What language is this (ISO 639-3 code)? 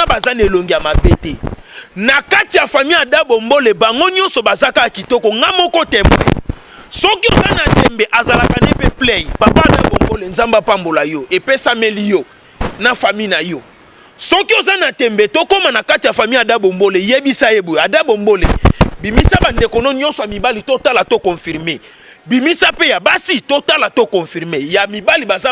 lin